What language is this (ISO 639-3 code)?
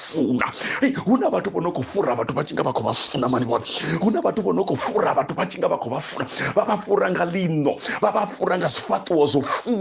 ven